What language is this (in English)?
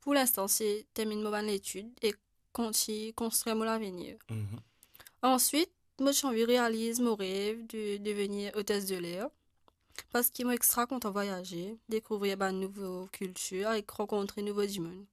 Morisyen